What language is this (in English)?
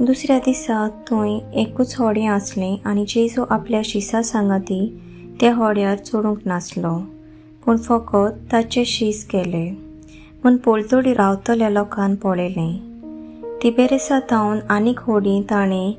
Konkani